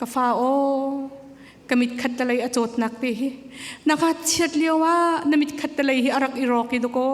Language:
Hakha Chin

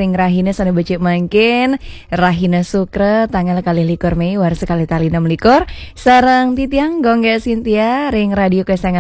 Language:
Balinese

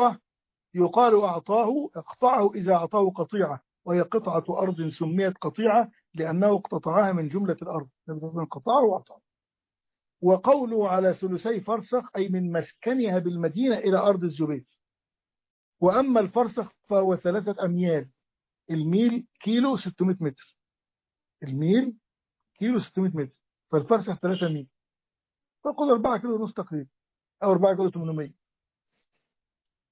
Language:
Arabic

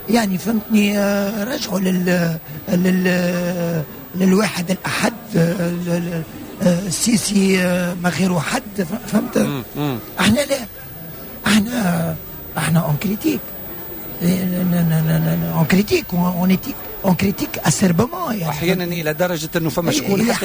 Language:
Tunisian Arabic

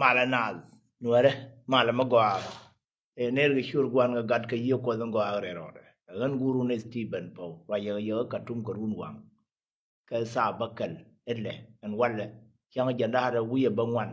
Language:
Nuer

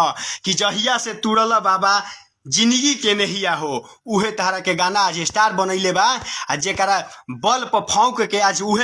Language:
Bhojpuri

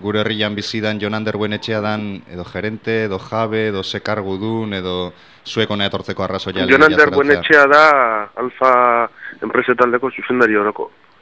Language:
Basque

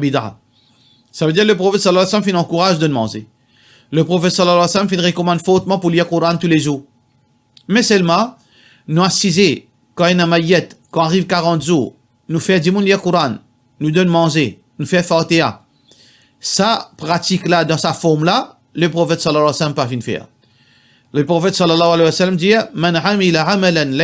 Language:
Morisyen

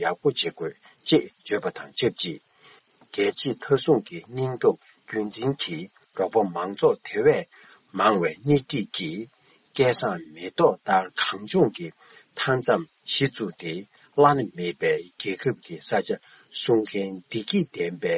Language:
Tibetan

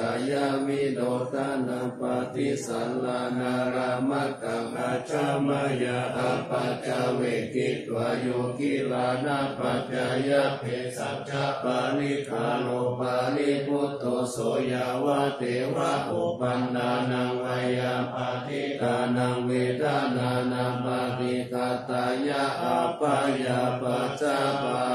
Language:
Pali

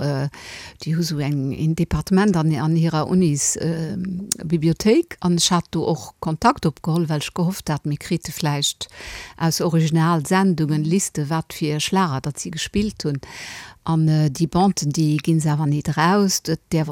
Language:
Luxembourgish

